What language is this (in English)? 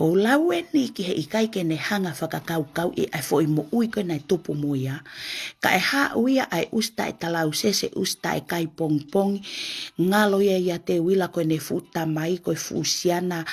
Tongan